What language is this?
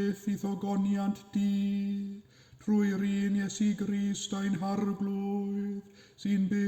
Welsh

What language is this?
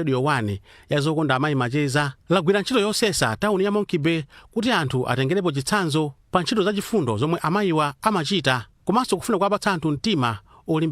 Nyanja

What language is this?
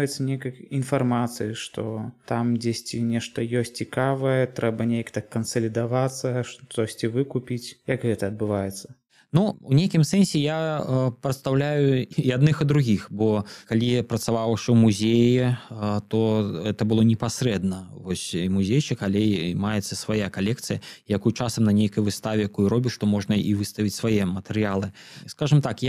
Belarusian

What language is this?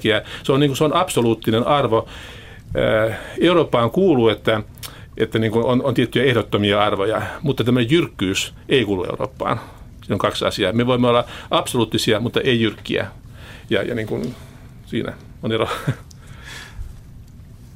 Finnish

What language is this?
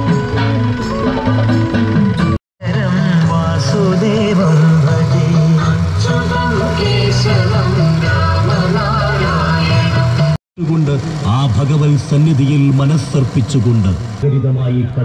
Malayalam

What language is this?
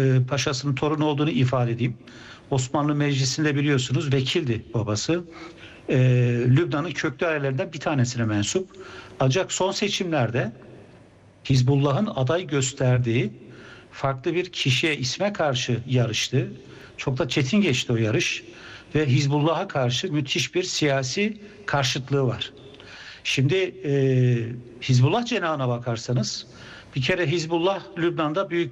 Turkish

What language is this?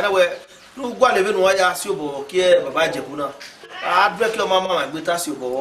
Bini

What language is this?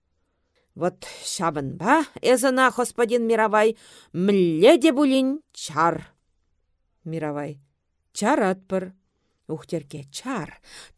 Chuvash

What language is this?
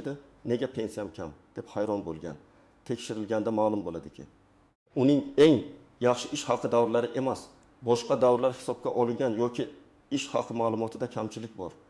Uzbek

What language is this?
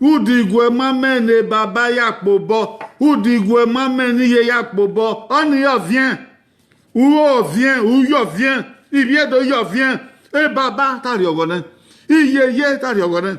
Bini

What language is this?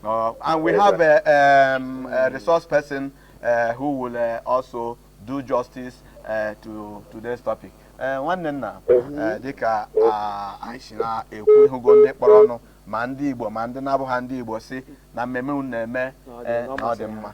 Igbo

